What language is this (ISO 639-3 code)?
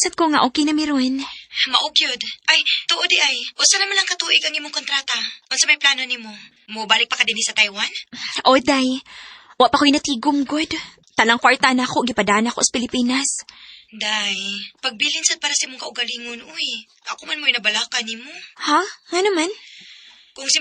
ceb